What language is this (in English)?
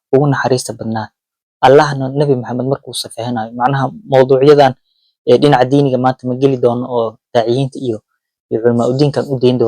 Somali